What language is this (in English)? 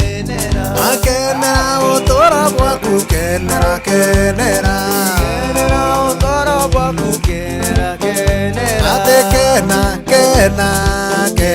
Meru